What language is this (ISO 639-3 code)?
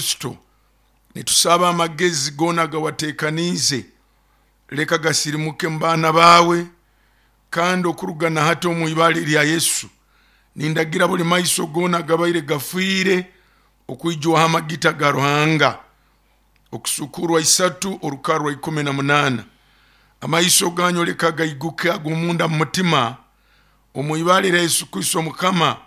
nyo